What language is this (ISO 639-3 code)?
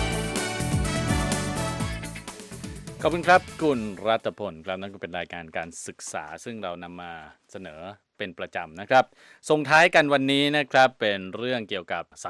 tha